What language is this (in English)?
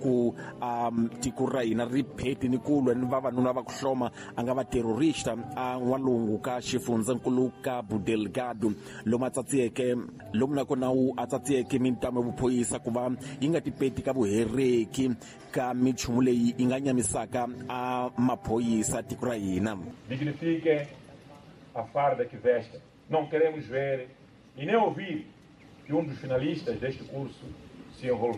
Tsonga